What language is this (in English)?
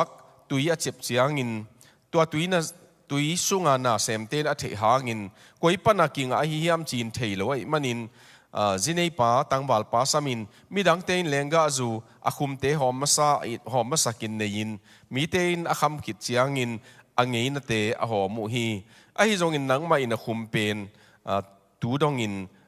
Tedim Chin